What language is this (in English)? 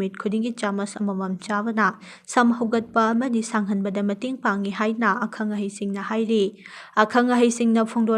Manipuri